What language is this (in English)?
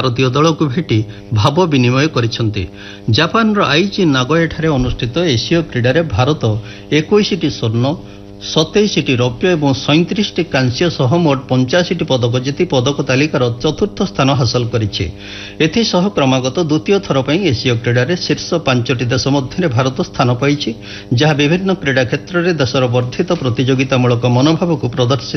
Odia